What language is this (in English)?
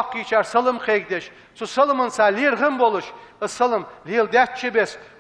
Ingush